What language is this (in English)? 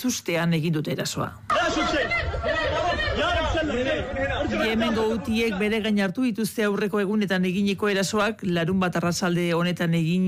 Basque